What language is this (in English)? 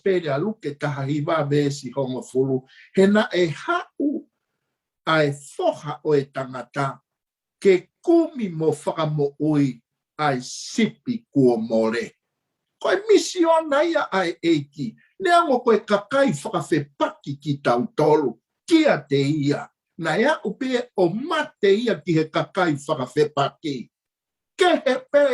Tongan